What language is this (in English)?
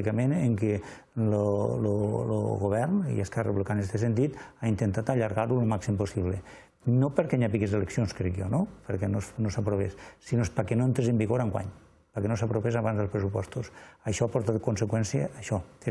Catalan